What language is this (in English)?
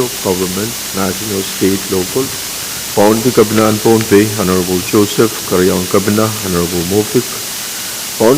Pohnpeian